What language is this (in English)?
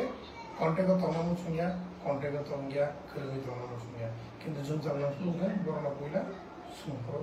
Kok Borok